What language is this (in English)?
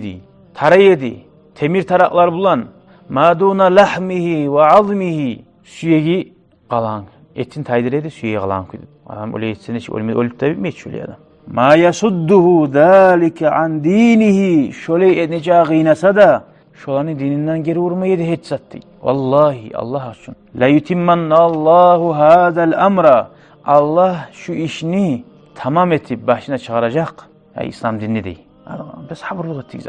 Kumyk